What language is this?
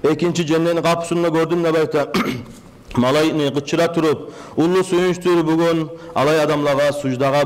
Kumyk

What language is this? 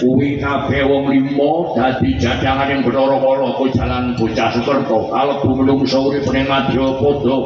Javanese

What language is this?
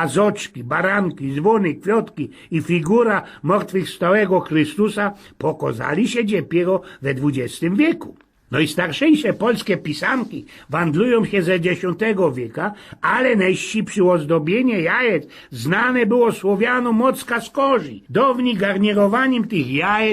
Silesian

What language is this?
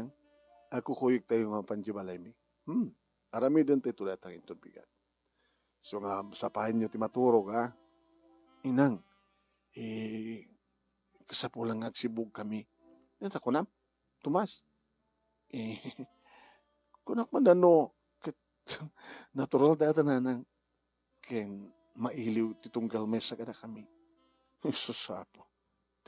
Iloko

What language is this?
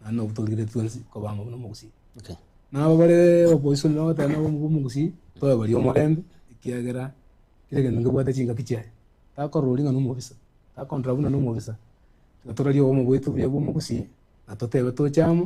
Gusii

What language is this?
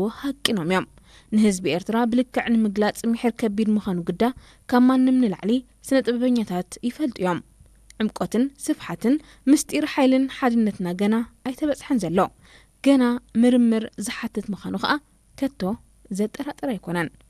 Tigrinya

